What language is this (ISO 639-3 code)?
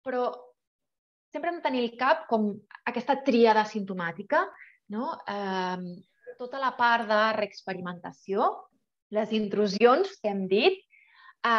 cat